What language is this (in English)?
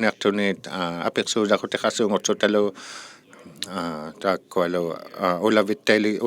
Inuktitut